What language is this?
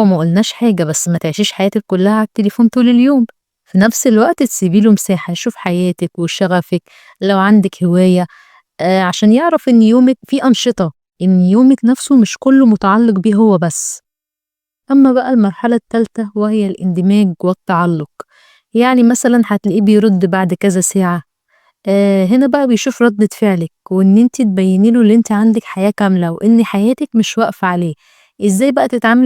Egyptian Arabic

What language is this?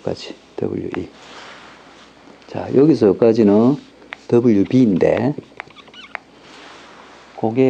Korean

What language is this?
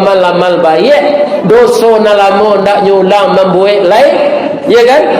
Minangkabau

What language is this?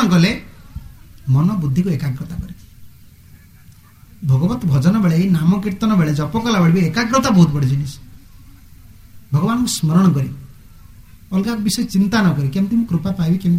Odia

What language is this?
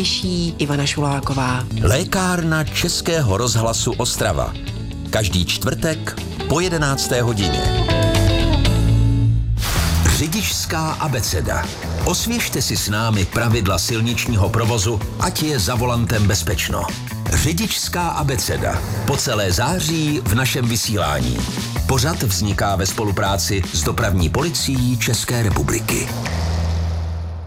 Czech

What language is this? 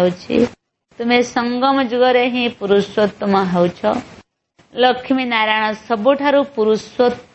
Odia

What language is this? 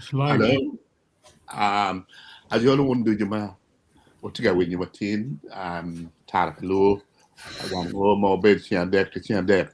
Acoli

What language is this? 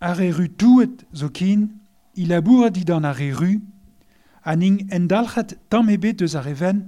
Breton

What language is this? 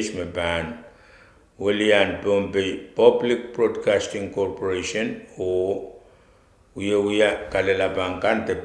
Pohnpeian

